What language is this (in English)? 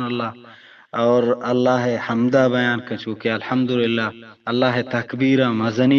Eastern Balochi